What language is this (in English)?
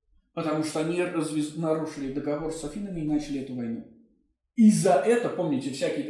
Russian